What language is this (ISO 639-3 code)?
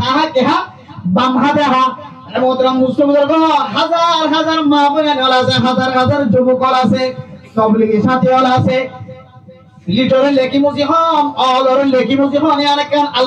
rhg